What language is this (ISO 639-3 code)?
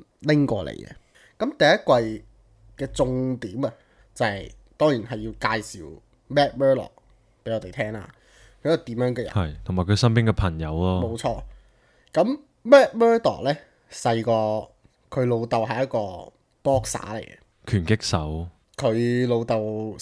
yue